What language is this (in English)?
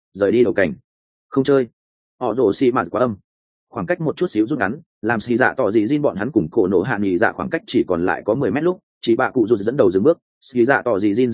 Vietnamese